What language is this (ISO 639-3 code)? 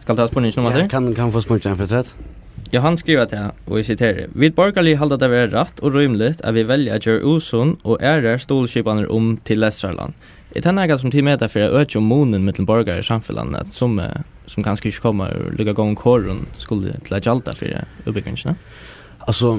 fao